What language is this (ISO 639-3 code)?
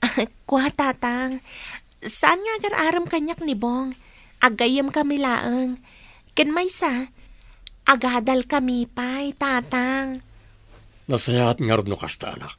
ilo